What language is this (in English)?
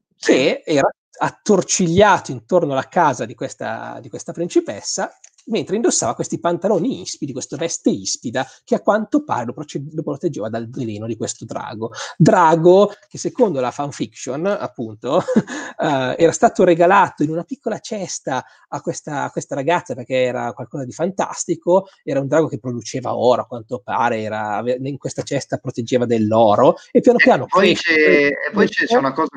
Italian